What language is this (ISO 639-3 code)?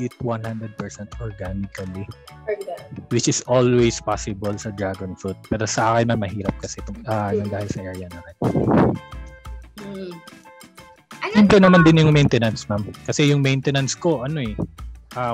fil